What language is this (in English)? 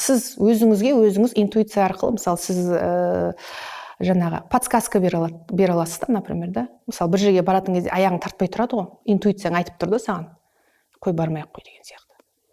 Kazakh